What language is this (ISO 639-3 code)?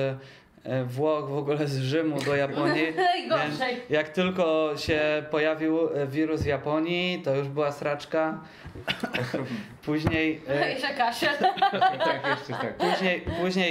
pol